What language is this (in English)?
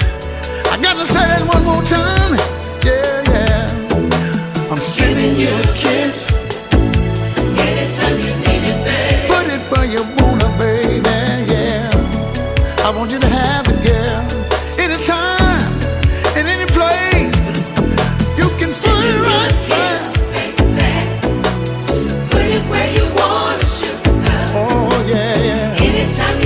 English